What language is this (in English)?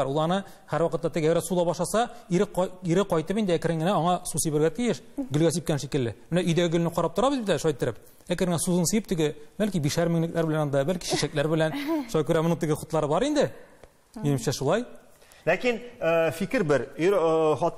Tatar